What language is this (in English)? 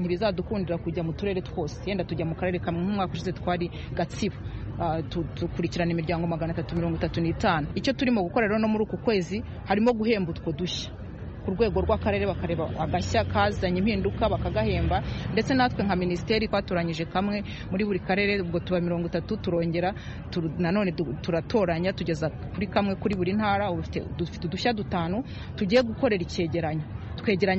Kinyarwanda